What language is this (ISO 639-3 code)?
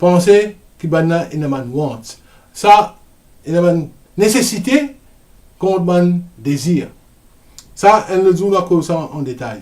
mfe